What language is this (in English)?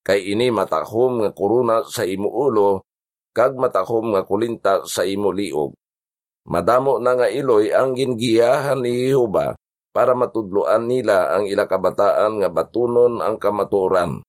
Hiligaynon